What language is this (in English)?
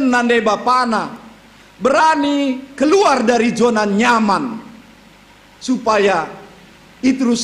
Batak Karo